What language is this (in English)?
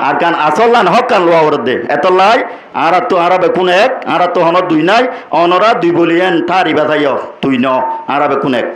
Rohingya